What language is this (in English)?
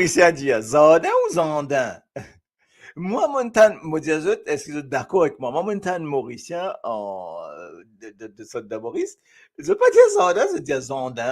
Morisyen